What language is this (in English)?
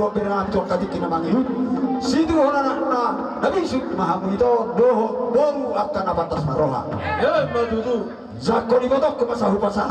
Batak Toba